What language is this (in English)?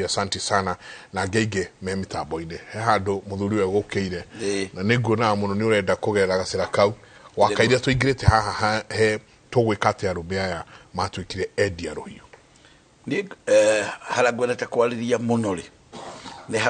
Kikuyu